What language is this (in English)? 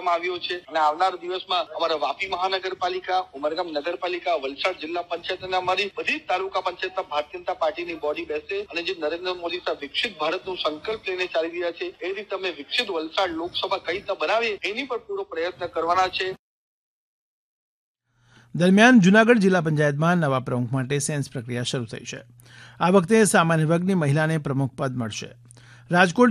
Gujarati